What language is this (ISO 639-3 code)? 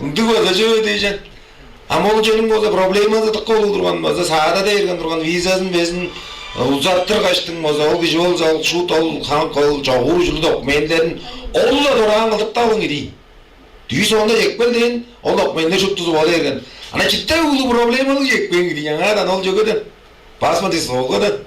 tyv